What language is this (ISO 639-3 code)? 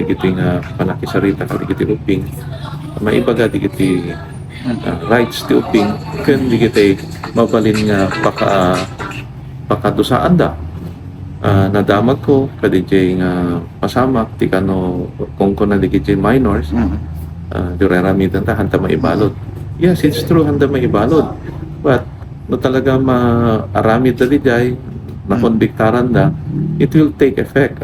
ilo